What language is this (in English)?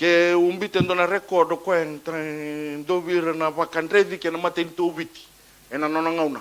Fijian